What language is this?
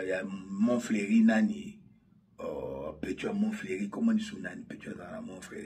Lingala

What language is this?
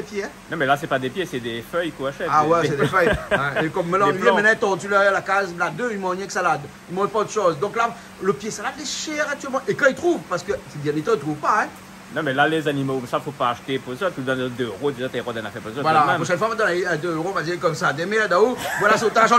Réunion Creole French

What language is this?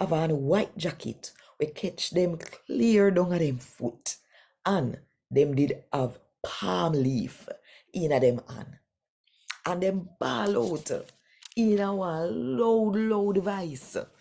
Jamaican Creole English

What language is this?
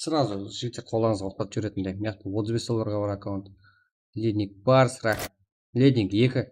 Kara-Kalpak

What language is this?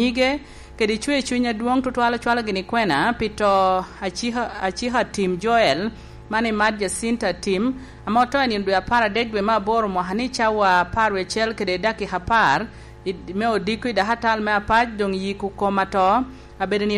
Lango (Uganda)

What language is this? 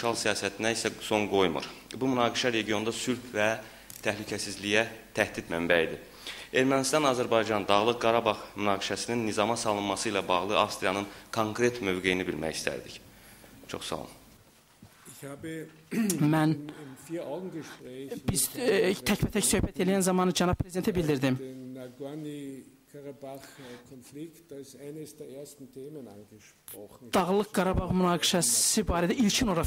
Azerbaijani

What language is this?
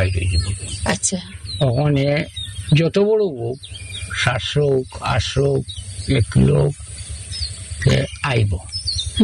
Bangla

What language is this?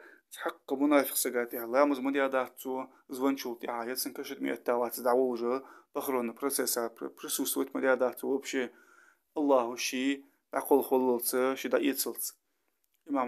Ingush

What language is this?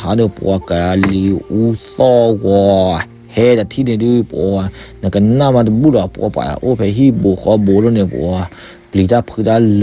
S'gaw Karen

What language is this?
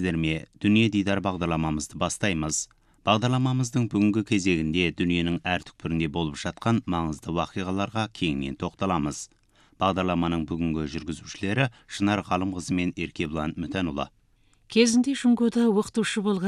Kazakh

